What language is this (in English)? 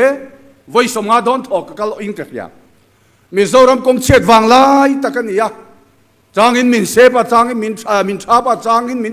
Mizo